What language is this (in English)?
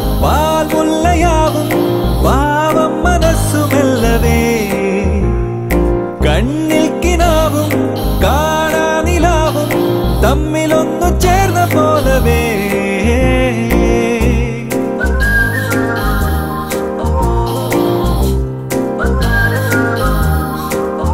Malayalam